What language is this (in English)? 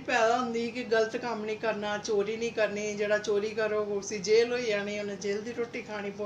Dogri